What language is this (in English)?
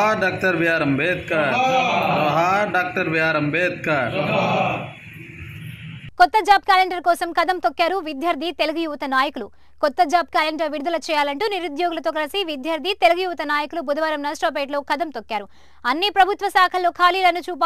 Telugu